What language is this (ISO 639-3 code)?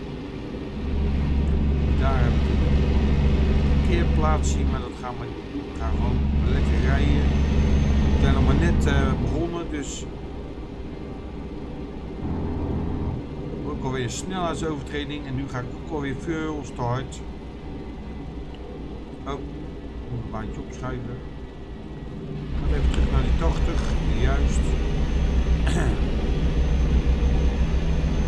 nld